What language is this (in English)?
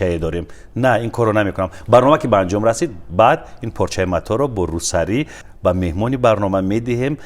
Tajik